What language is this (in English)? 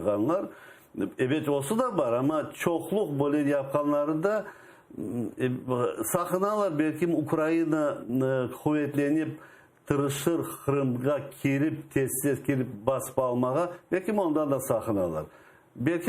Crimean Tatar